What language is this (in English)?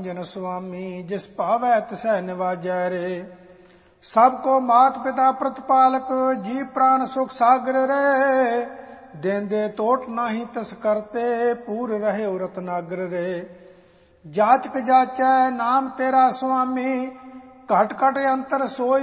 Punjabi